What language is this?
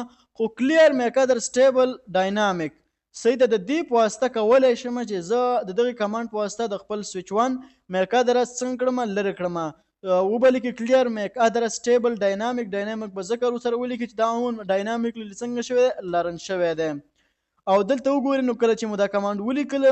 Pashto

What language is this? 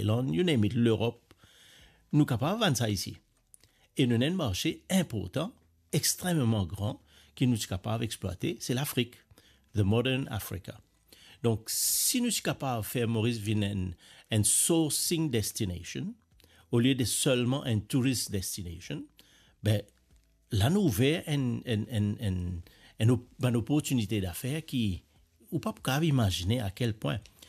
Morisyen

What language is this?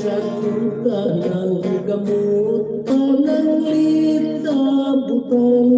Hiligaynon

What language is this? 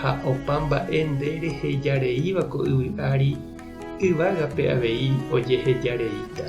Guarani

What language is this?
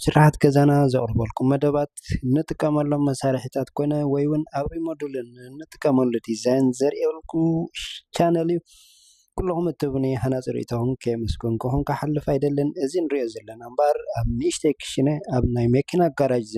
Tigrinya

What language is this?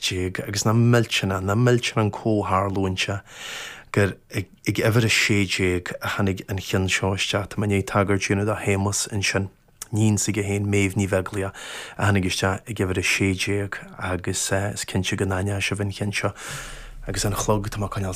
Irish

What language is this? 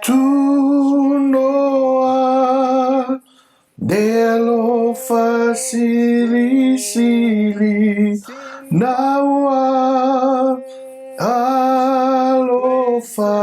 Samoan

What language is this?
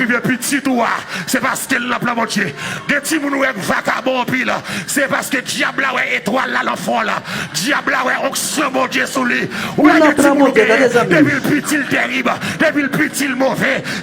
Haitian Creole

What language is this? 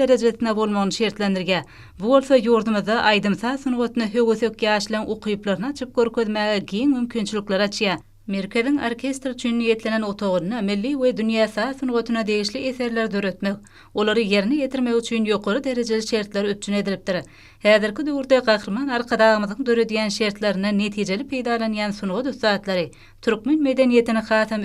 Turkmen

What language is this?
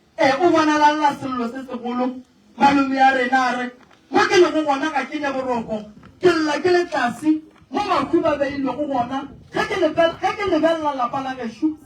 Northern Sotho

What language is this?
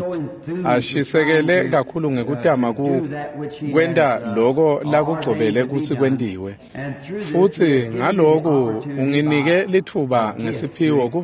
Swati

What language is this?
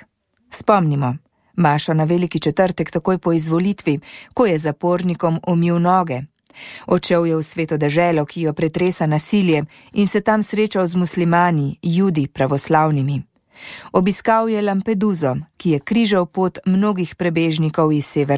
Slovenian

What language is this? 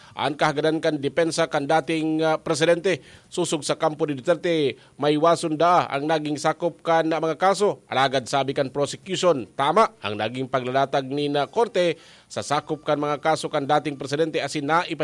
Bikol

